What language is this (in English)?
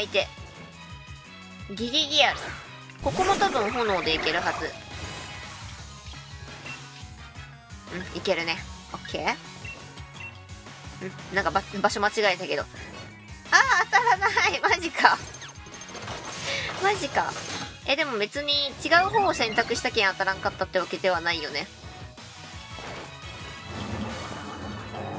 Japanese